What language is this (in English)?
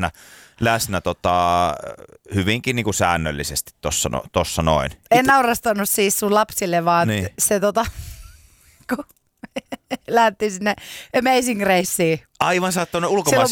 Finnish